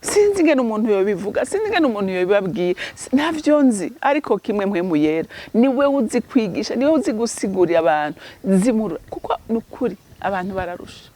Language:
Rundi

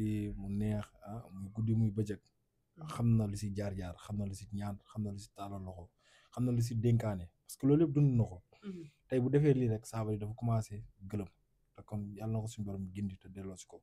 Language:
Wolof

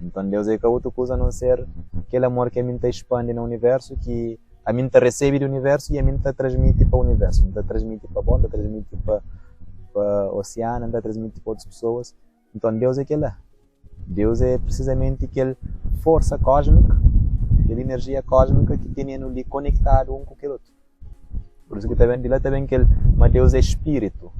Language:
Kabuverdianu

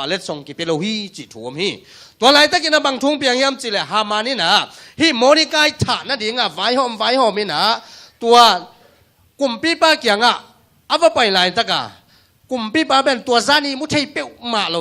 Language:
Tedim Chin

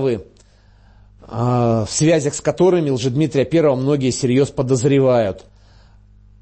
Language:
Russian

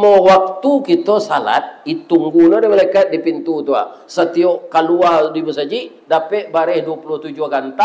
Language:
Minangkabau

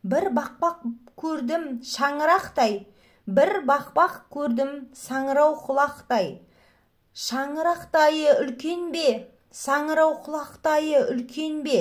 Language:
Kazakh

